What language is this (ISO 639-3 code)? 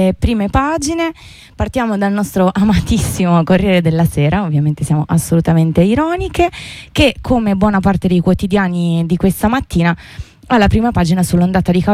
ita